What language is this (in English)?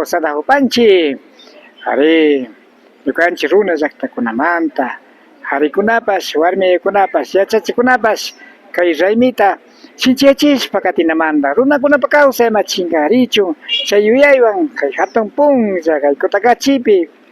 Imbabura Highland Quichua